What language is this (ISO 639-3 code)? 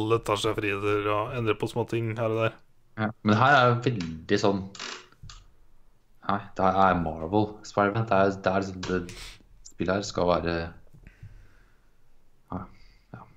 nor